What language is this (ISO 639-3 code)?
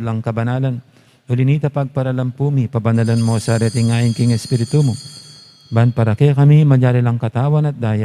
pam